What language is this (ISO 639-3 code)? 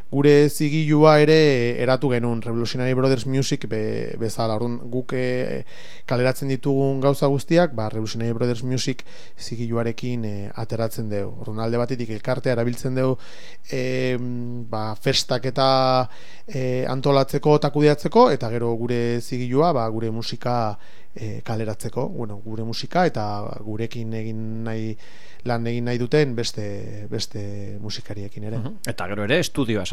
eus